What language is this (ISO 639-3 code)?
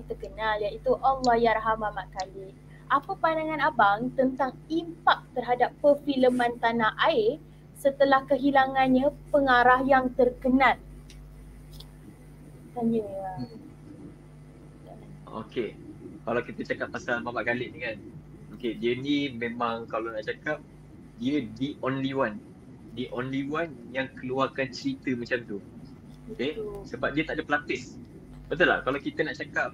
msa